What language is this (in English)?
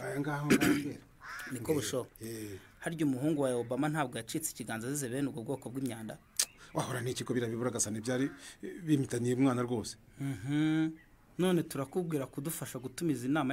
Kinyarwanda